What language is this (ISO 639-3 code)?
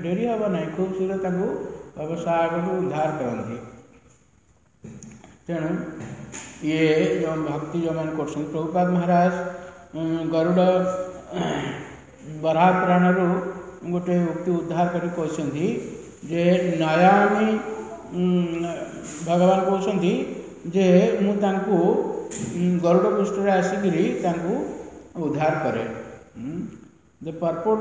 ori